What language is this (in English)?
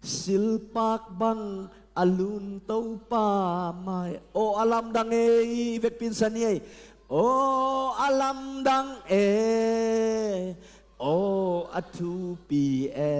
Tedim Chin